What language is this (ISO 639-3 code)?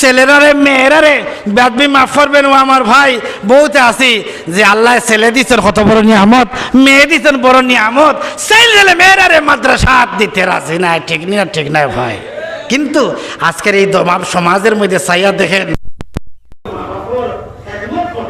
syl